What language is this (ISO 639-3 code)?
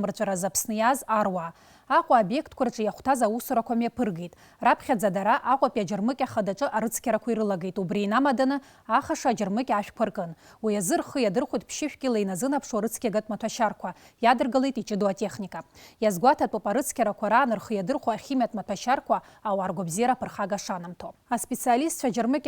abk